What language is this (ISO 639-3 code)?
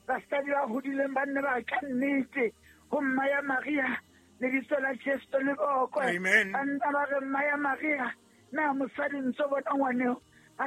sot